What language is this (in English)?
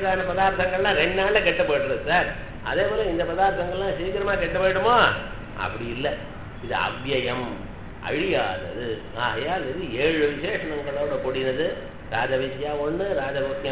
Tamil